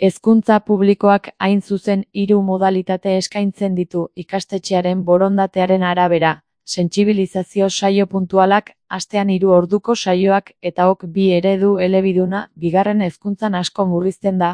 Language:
Basque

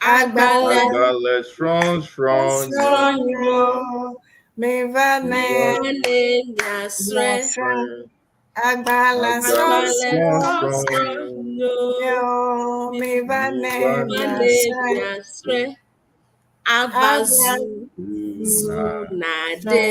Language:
Ewe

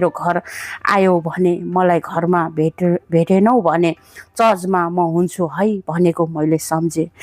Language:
Nepali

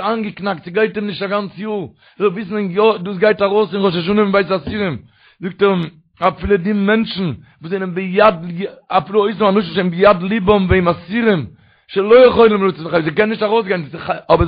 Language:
Yiddish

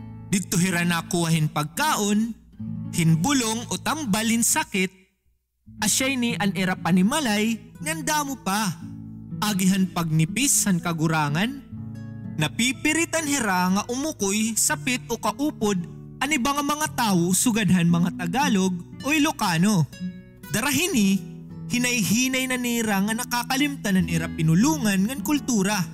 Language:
Waray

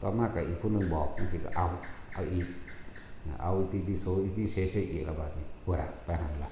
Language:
Northeastern Thai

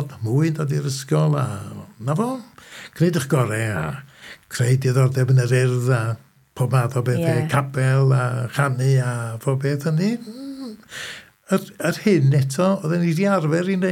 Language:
Welsh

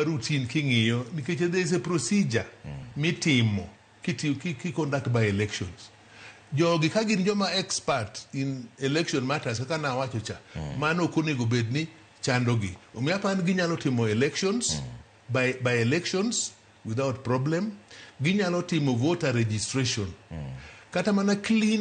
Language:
Luo (Kenya and Tanzania)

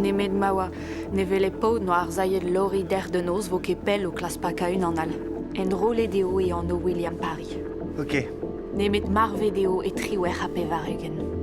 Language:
Breton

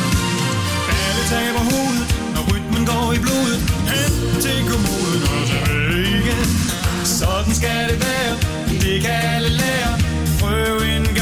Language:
Danish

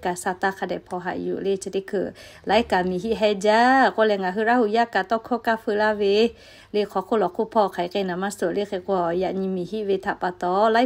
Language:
Lahu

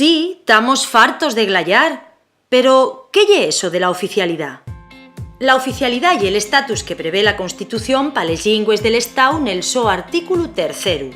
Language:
Asturian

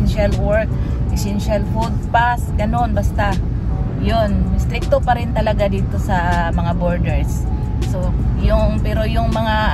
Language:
Filipino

